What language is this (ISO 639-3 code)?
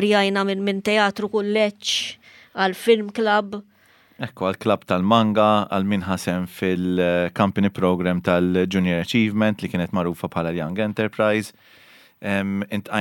mlt